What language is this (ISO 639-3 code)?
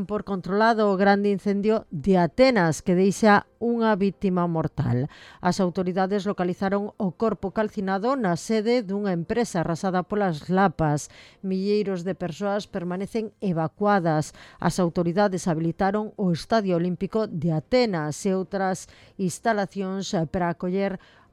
glg